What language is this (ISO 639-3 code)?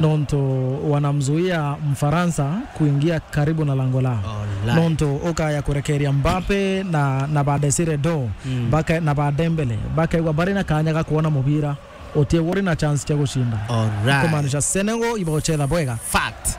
mer